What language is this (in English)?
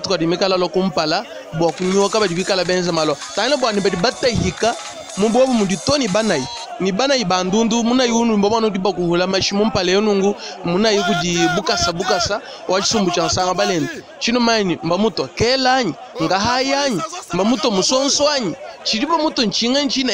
Luba-Lulua